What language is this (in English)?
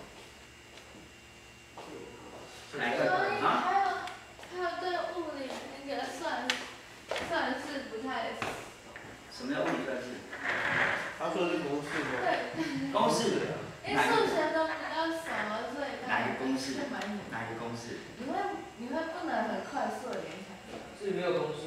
Chinese